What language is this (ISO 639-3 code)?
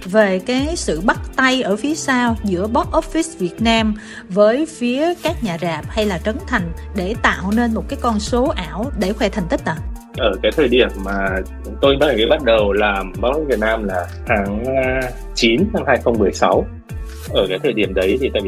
vie